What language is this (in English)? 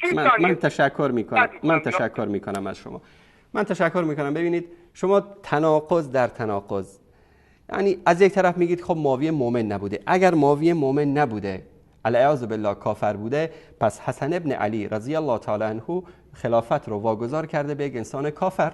Persian